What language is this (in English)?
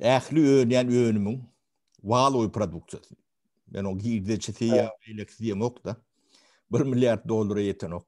Turkmen